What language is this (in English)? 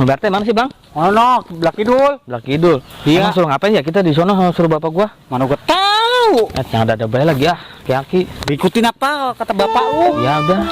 Betawi